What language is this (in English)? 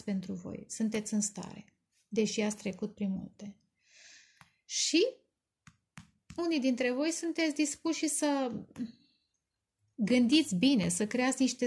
Romanian